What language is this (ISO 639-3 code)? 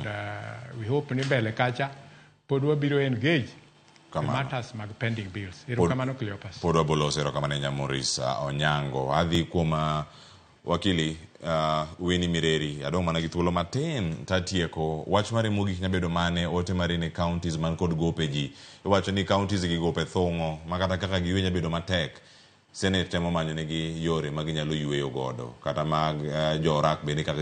luo